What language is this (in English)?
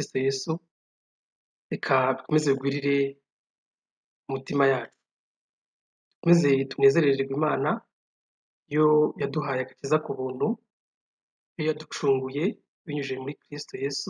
Kinyarwanda